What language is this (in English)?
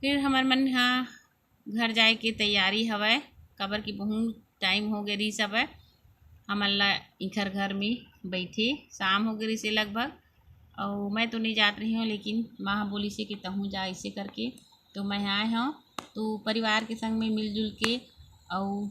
Chhattisgarhi